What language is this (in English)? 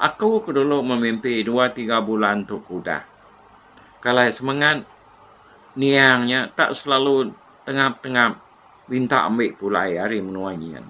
Iban